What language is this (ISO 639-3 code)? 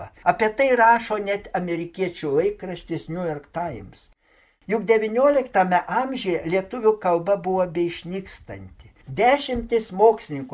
lit